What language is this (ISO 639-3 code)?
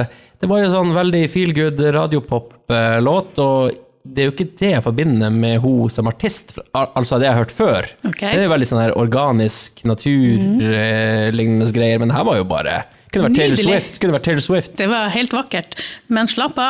nor